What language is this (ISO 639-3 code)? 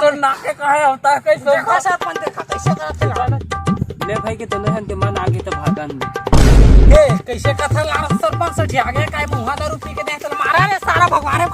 hne